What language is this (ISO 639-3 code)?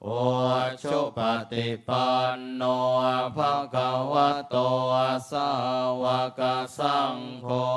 pli